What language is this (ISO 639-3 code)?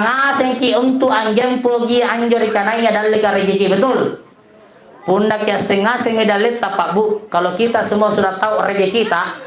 mak